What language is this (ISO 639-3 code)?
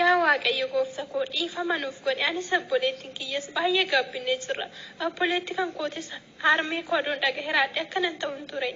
orm